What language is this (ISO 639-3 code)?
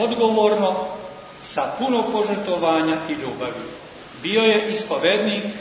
srp